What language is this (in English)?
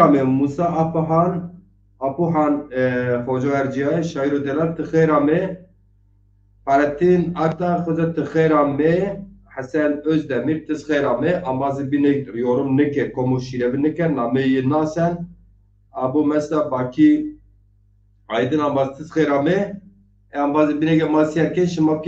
Zaza